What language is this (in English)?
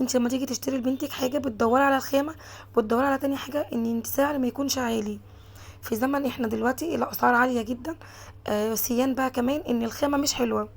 Egyptian Arabic